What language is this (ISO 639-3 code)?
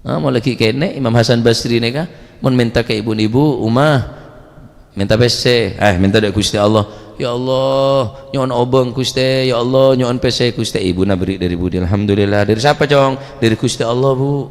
mad